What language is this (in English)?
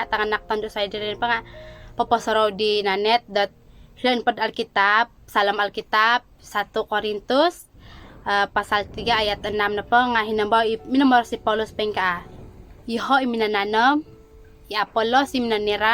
Central Dusun